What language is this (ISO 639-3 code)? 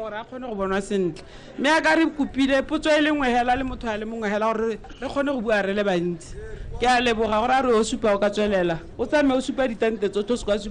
tsn